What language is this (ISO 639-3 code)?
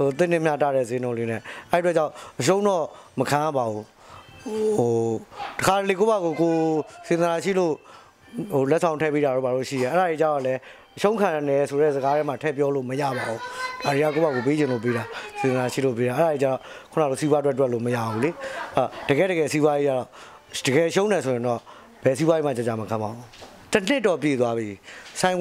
mya